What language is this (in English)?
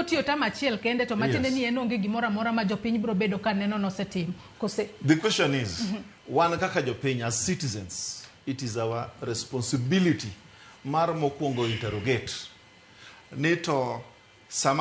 Luo (Kenya and Tanzania)